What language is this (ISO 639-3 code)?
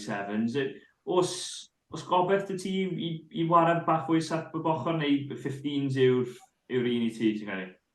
cym